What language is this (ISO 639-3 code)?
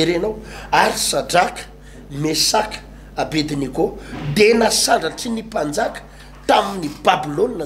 mlg